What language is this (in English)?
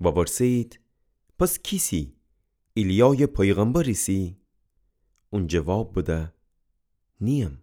Gilaki